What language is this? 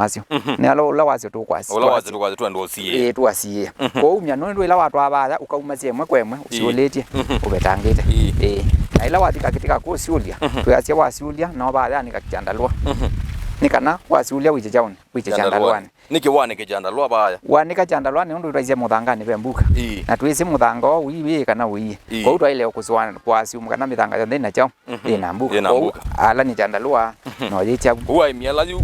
Kamba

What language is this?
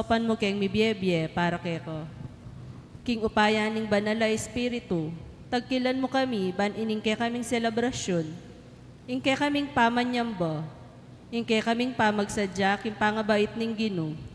Pampanga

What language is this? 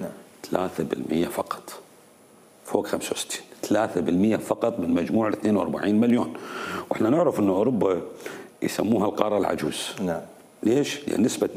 Mesopotamian Arabic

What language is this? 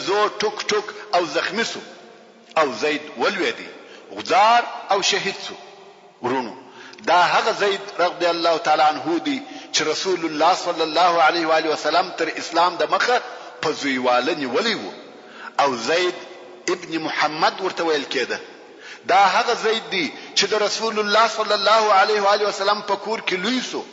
Pashto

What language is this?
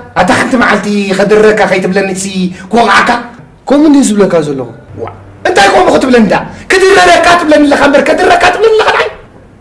Tigrinya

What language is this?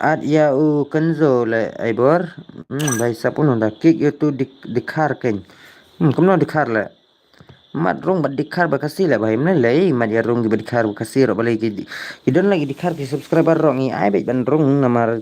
Khasi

